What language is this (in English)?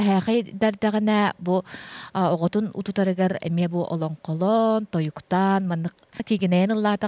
Yakut